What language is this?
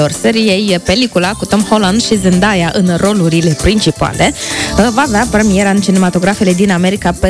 Romanian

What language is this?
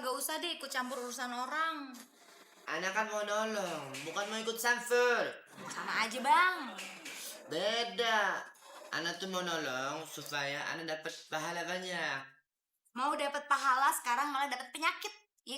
Betawi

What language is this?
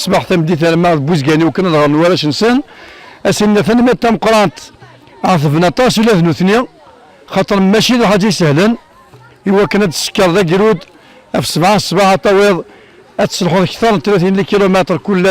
Kabyle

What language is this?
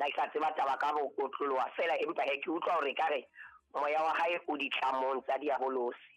Southern Sotho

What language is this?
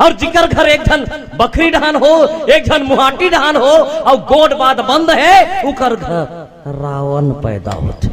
Chhattisgarhi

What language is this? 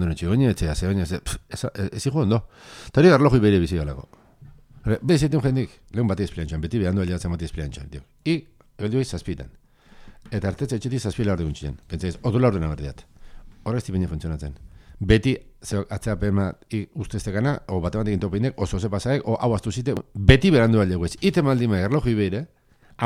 Basque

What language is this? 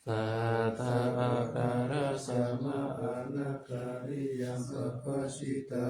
Pali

